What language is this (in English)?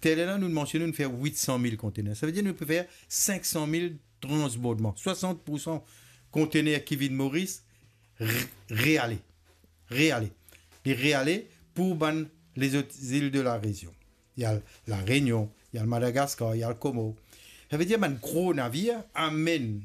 Morisyen